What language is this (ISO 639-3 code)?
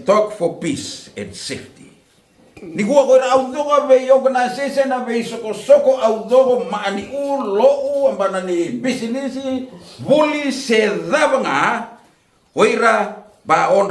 fij